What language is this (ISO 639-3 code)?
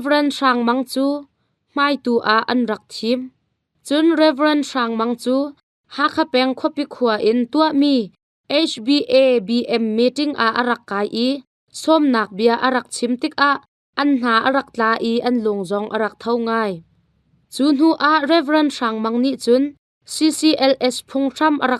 cnh